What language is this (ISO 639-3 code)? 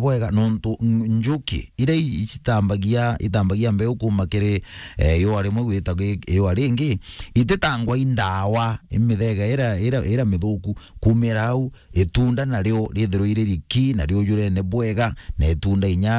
mer